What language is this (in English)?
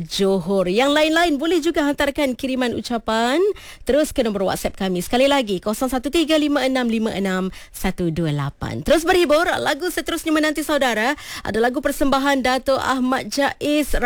Malay